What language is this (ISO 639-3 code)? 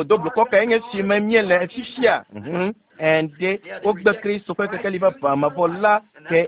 ewe